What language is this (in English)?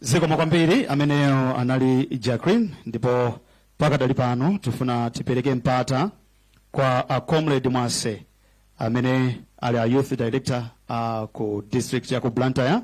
Nyanja